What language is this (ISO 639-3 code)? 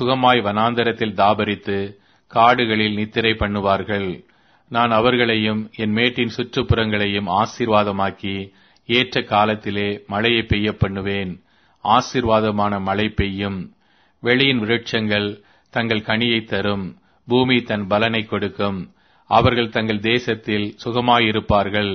tam